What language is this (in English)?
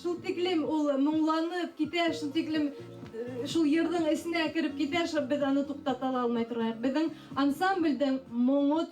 Bashkir